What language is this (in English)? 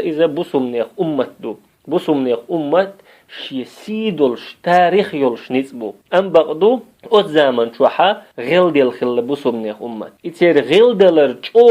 Chechen